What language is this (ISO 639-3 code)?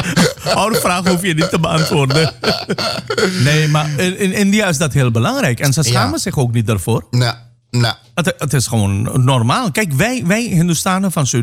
nld